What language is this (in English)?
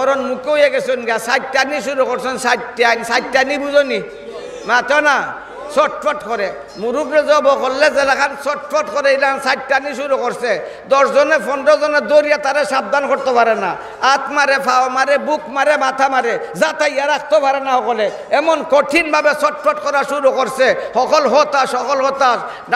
Sylheti